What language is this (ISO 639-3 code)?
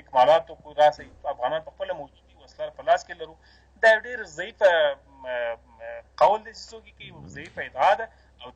pus